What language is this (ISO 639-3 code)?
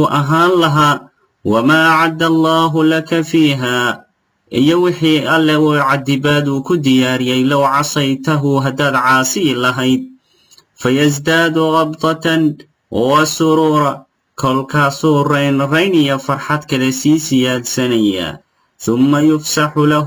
som